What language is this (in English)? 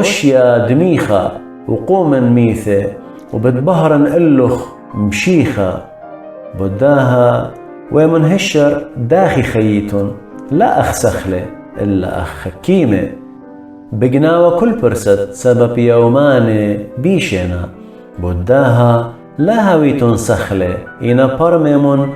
Assyrian Neo-Aramaic